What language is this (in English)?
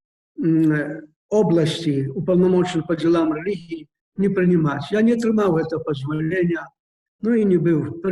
Belarusian